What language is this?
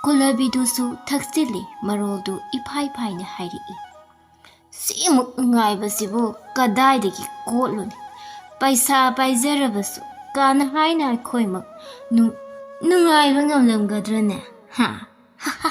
Manipuri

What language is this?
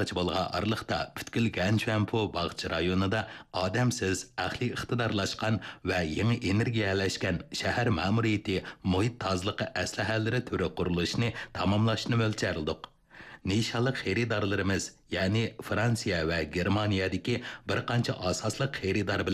Uyghur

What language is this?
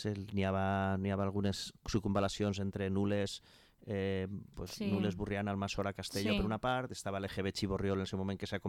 Catalan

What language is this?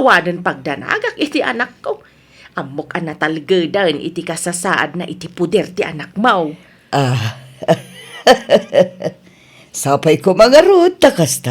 Iloko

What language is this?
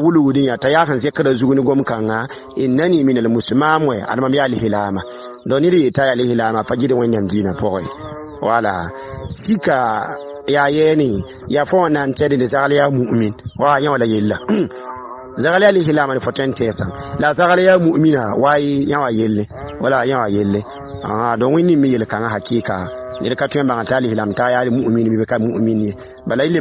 Mossi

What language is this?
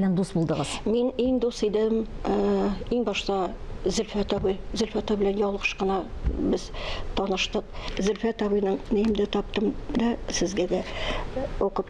Tatar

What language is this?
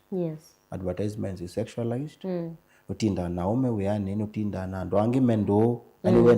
Kamba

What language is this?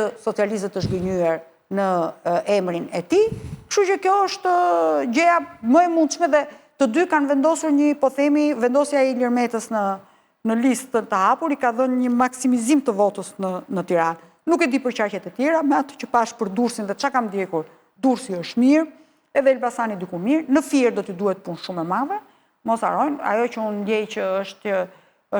Albanian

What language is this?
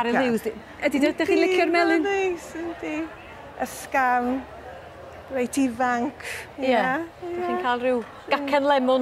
Welsh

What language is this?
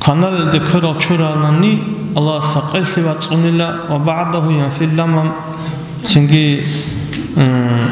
Avaric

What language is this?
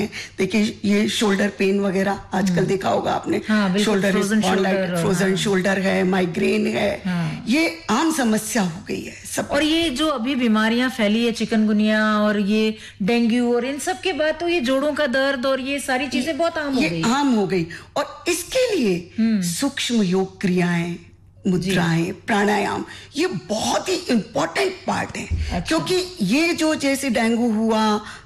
Hindi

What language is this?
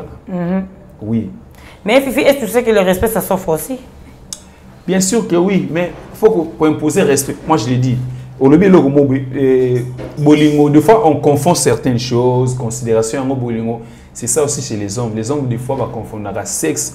French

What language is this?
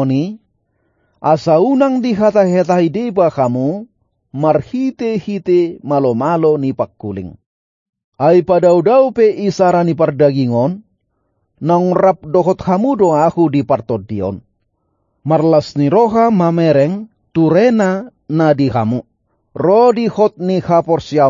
Batak Toba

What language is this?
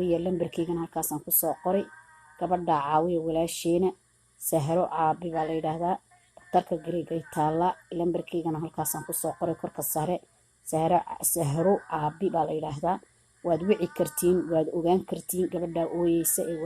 Somali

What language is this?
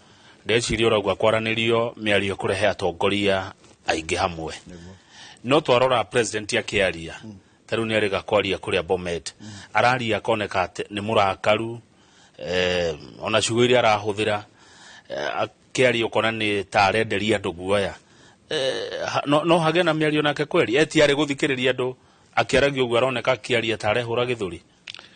Kikuyu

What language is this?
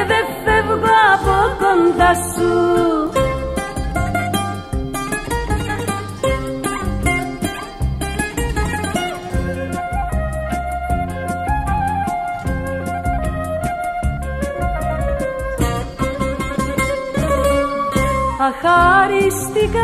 Greek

